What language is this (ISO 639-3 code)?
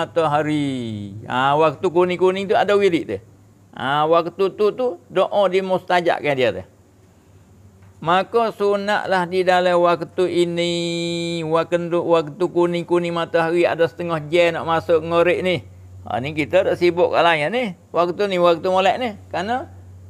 msa